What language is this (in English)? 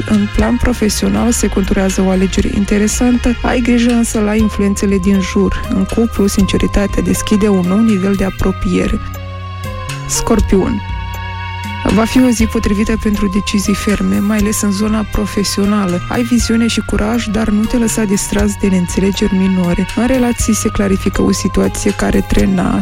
Romanian